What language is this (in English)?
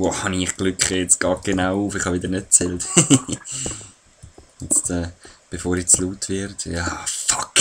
Swiss German